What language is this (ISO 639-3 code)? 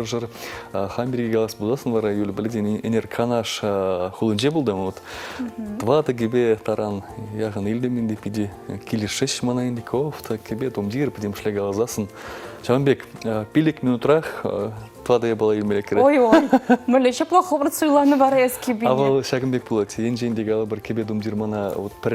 chv